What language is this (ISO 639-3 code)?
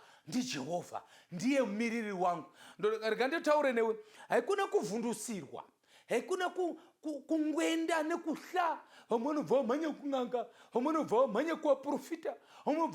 sna